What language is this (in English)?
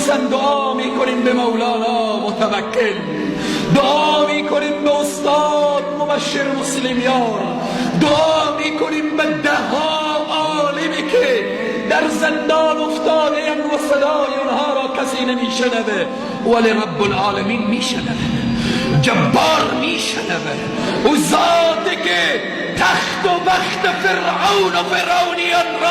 Persian